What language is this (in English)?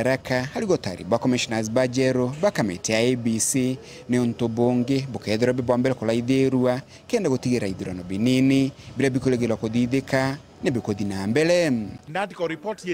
Meru